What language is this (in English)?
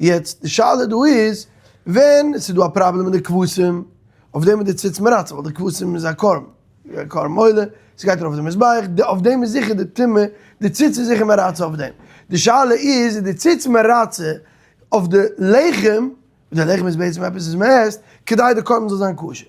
Yiddish